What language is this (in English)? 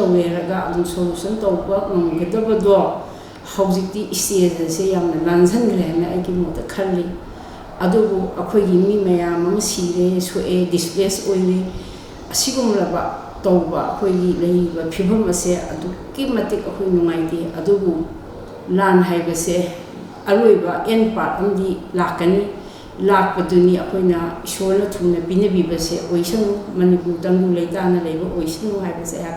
Manipuri